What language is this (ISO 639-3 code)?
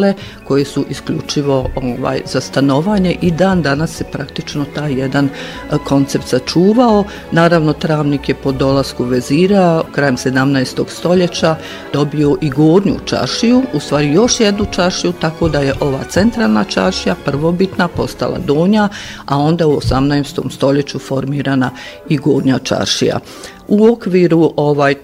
bos